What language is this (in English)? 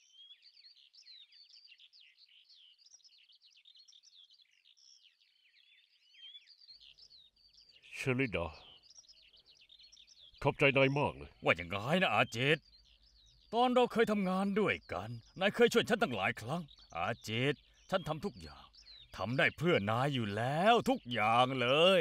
Thai